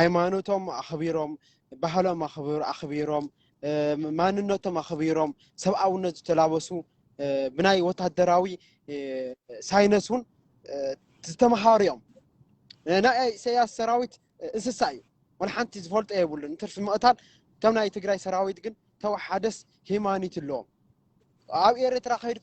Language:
Tigrinya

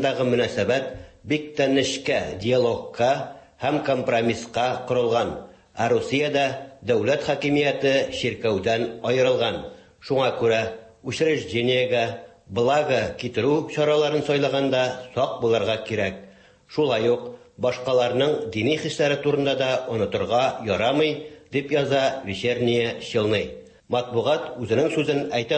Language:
Tatar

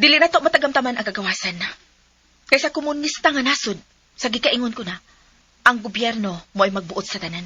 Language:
Cebuano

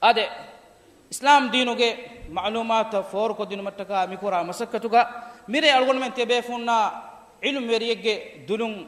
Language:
Divehi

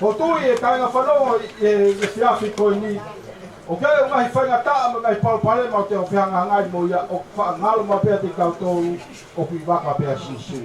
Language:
Tongan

